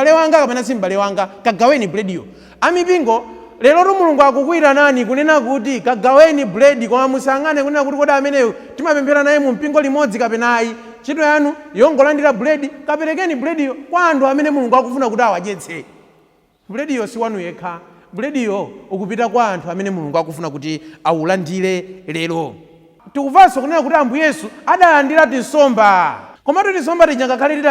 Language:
Nyanja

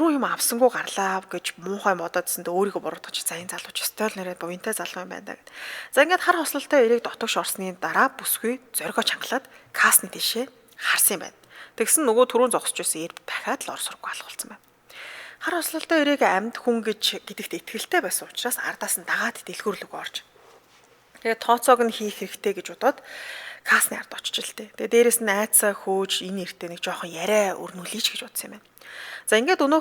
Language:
Mongolian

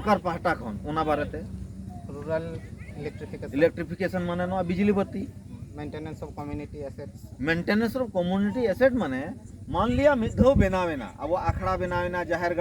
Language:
Santali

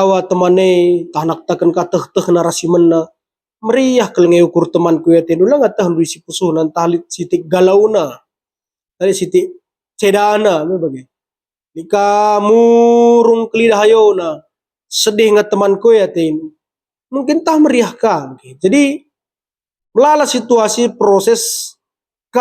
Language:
Batak Karo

